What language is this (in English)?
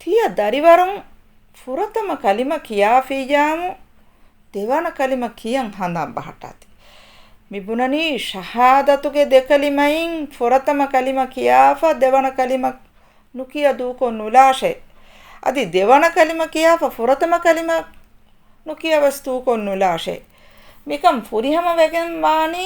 Divehi